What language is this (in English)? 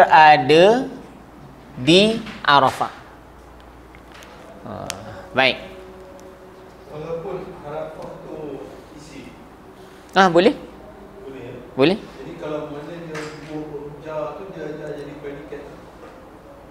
Malay